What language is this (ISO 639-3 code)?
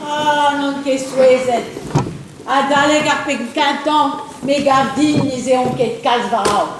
bre